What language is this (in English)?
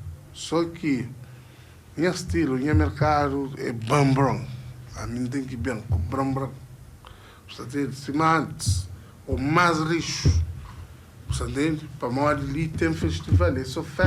Kabuverdianu